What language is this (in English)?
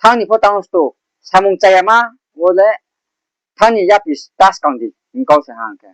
Riang (India)